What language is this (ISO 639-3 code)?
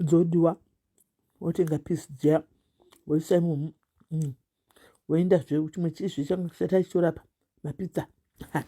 sna